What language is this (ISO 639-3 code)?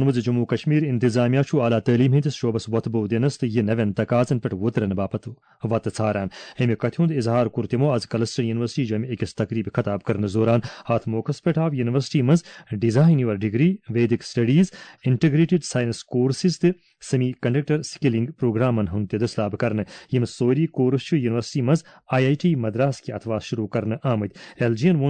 kas